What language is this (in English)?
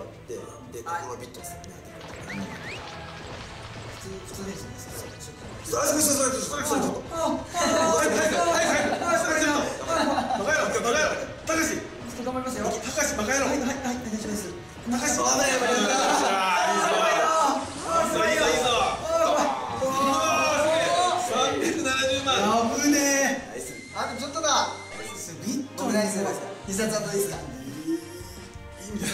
Japanese